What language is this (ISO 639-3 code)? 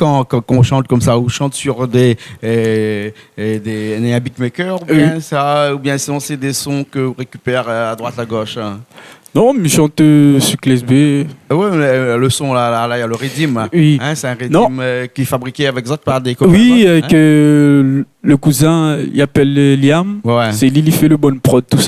rcf